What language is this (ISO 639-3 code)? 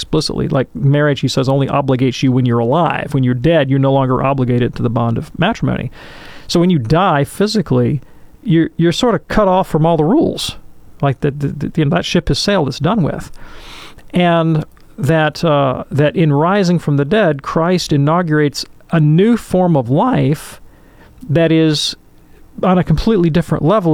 eng